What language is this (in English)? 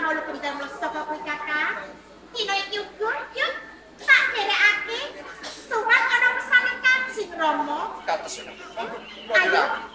Javanese